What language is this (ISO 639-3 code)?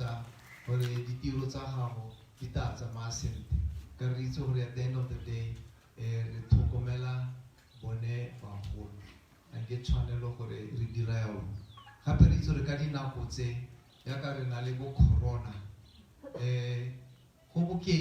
tsn